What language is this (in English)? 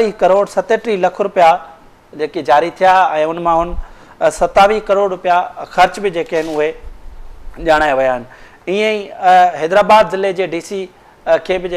Sindhi